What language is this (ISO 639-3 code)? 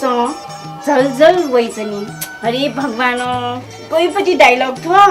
new